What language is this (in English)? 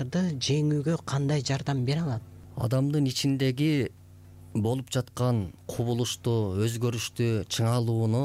Kyrgyz